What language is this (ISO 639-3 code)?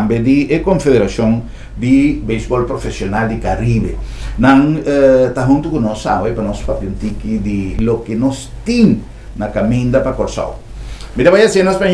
pap